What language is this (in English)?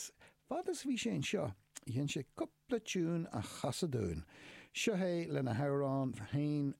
Irish